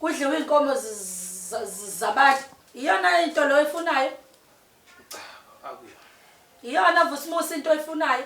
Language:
Zulu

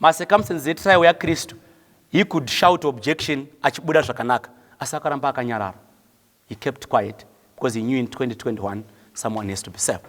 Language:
Shona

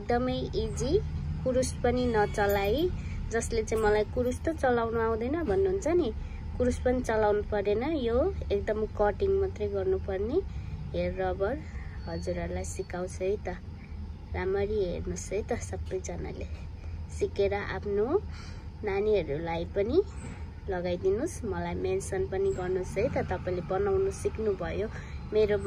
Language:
Nepali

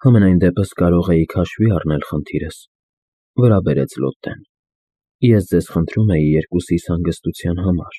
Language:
Armenian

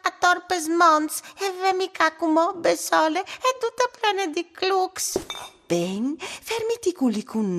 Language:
Friulian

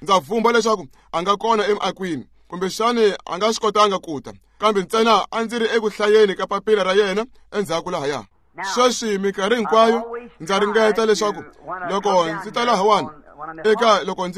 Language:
Tsonga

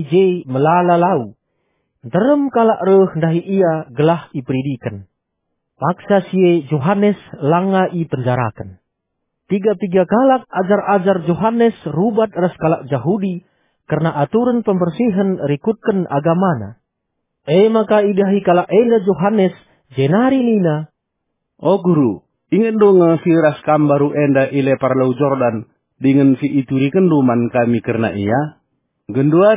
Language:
Batak Karo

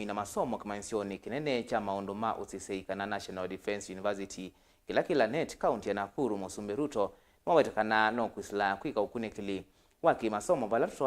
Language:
Kamba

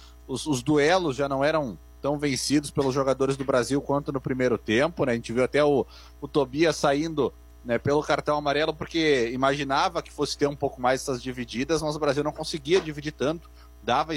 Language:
Portuguese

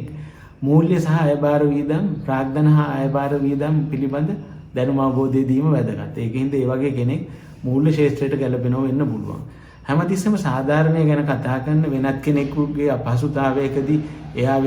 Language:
Sinhala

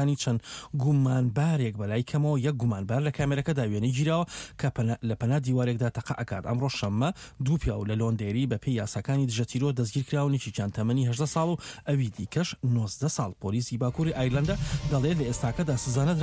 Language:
Central Kurdish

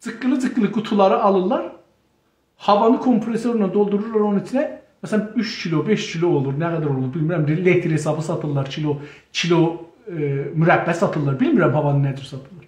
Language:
South Azerbaijani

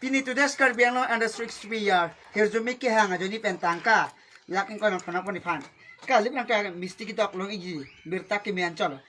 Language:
Karbi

